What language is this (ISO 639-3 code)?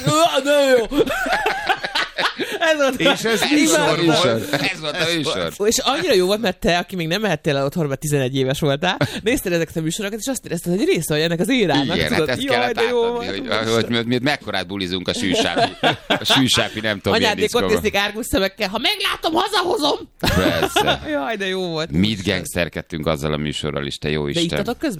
hun